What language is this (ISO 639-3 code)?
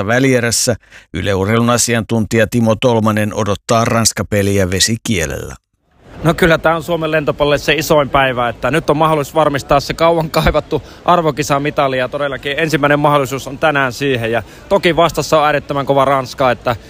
fin